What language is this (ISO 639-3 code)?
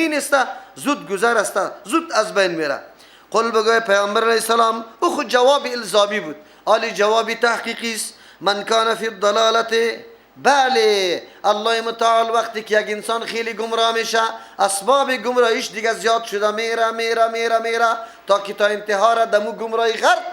fas